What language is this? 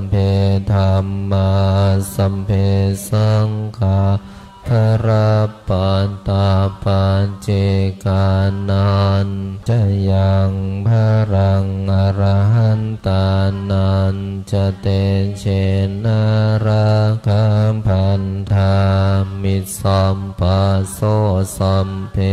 Pali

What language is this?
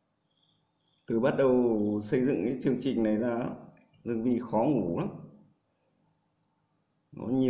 Vietnamese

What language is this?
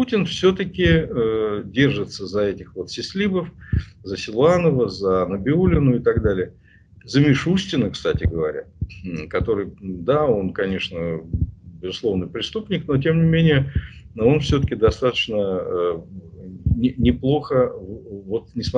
Russian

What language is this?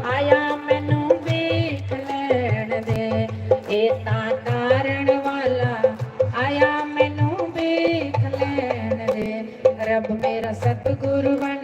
Dogri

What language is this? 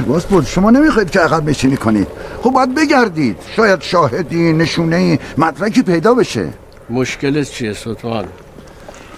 Persian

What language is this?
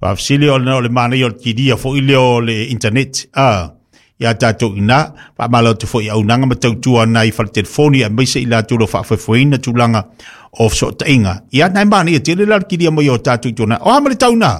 Samoan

